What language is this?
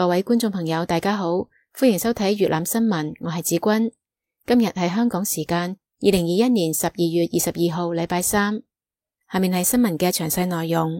Cantonese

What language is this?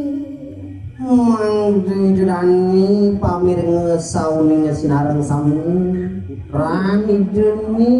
Balinese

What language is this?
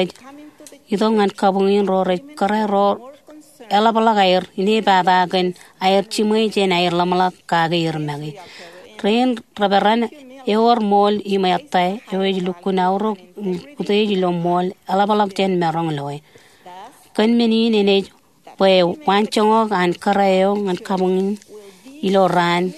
Marshallese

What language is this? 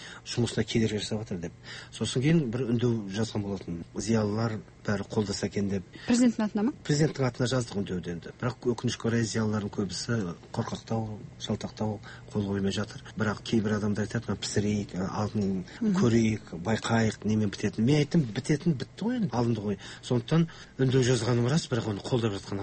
Kazakh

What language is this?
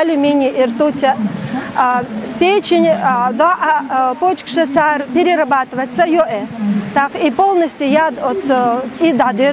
Chechen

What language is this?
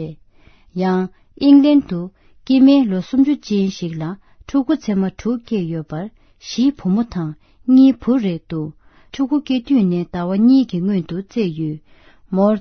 Tibetan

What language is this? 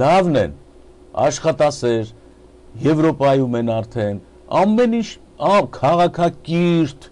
Armenian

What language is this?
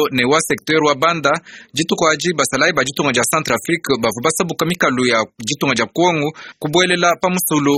Luba-Lulua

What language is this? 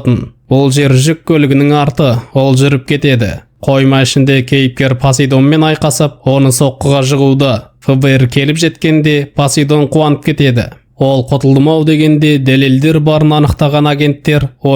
Kazakh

